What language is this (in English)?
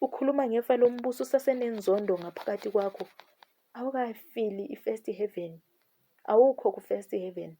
Zulu